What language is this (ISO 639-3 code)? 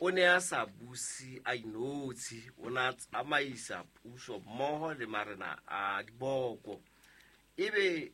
sot